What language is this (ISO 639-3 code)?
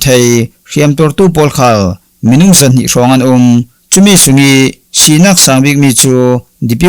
cfm